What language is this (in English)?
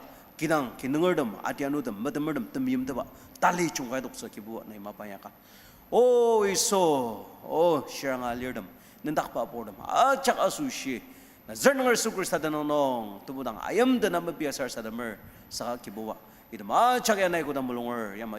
Ao Naga